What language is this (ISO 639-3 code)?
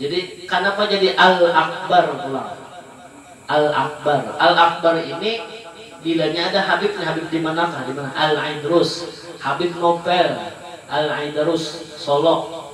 bjn